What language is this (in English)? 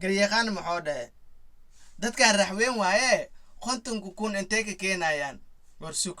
Somali